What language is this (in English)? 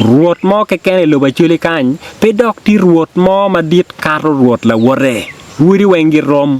Acoli